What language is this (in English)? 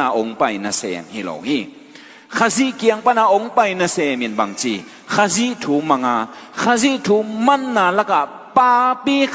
Tedim Chin